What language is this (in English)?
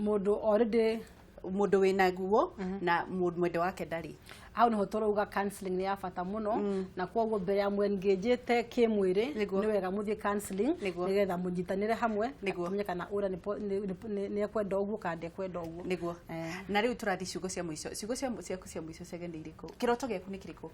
Kikuyu